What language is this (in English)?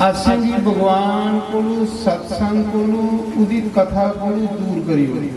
Dogri